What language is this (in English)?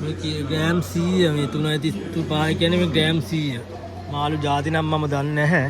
Sinhala